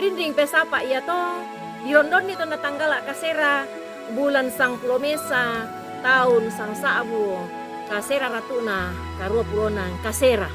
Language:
Toraja-Sa'dan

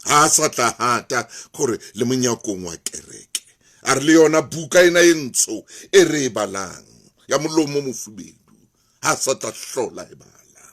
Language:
Southern Sotho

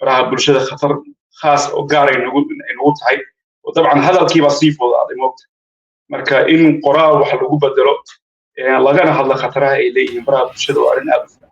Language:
Somali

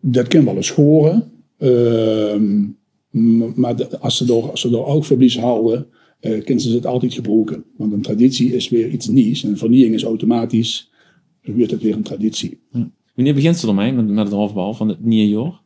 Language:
Limburgish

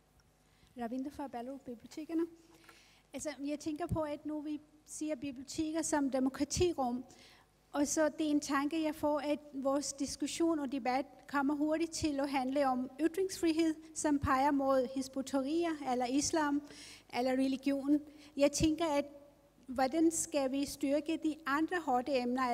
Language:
Danish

